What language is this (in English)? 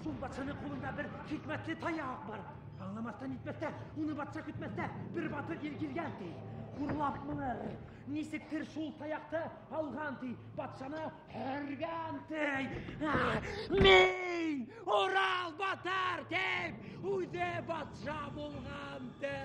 Bashkir